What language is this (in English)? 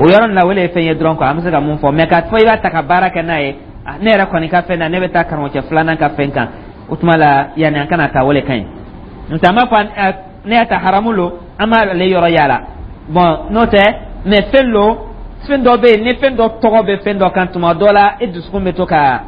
Dyula